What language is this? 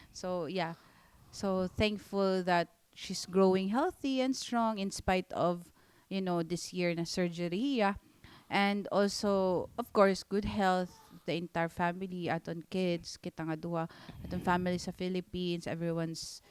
Waray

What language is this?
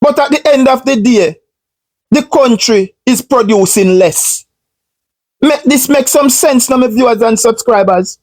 Jamaican Creole English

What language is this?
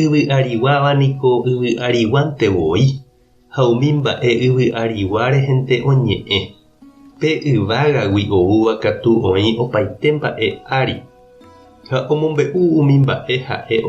Guarani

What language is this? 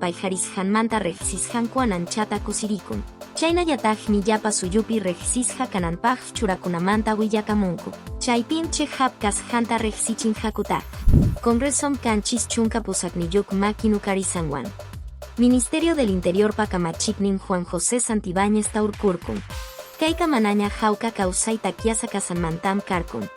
Quechua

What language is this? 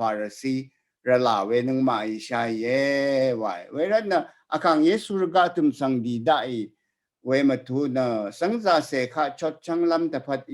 Rawang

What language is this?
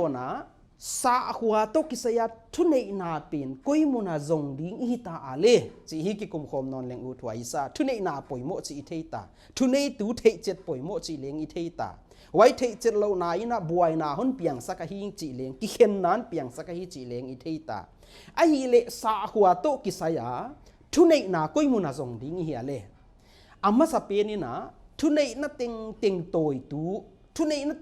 Paite Chin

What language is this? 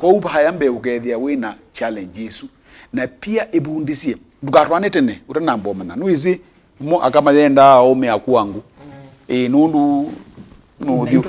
Kamba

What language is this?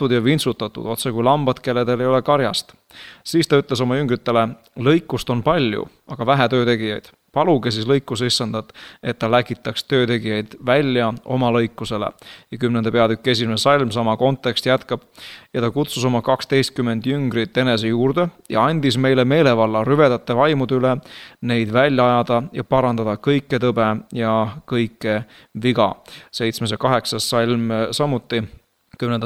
Estonian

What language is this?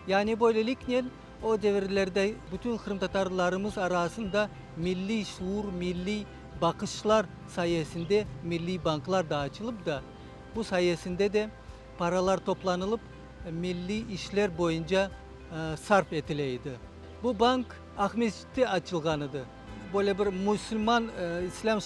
Crimean Tatar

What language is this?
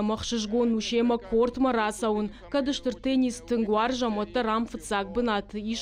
Ossetic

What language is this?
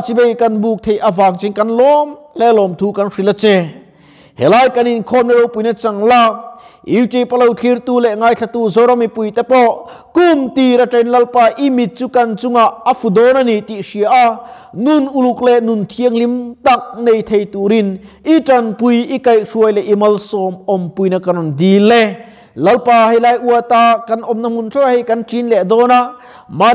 Mizo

